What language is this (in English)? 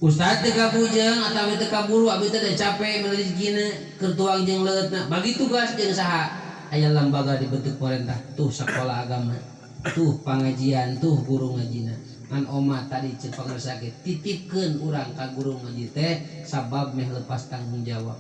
Sundanese